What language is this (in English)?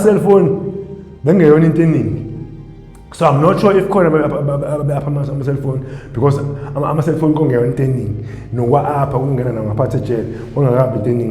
Zulu